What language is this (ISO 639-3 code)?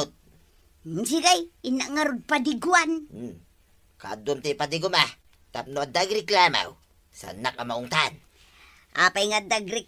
ilo